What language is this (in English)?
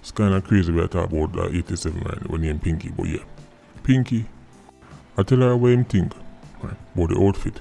Jamaican Creole English